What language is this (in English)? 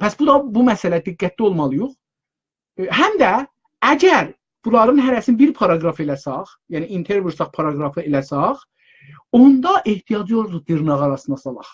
South Azerbaijani